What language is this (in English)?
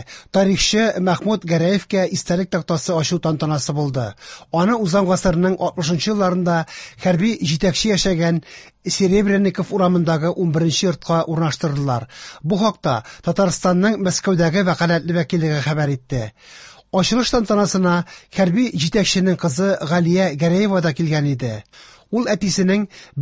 Tatar